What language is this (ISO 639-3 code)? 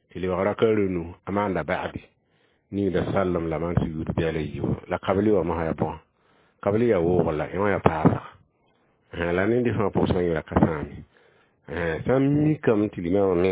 mos